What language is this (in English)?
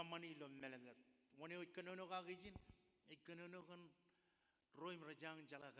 Marshallese